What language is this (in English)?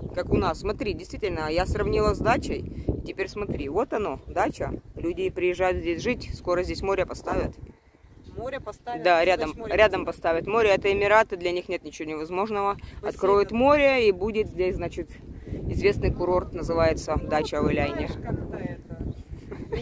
Russian